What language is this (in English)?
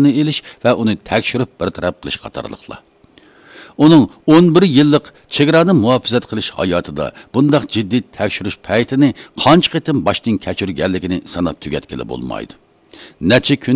Uyghur